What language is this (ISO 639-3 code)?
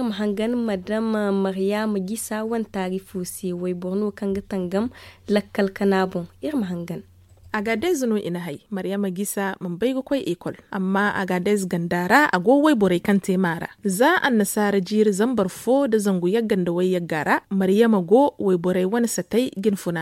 dje